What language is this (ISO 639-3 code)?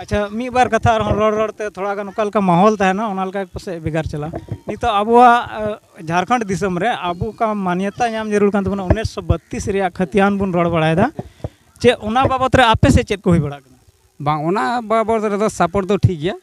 sat